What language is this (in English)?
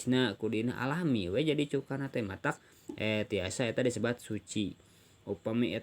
Sundanese